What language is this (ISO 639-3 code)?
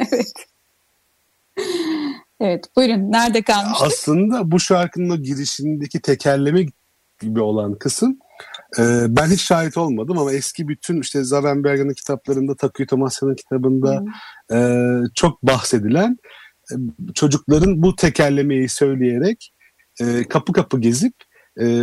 tur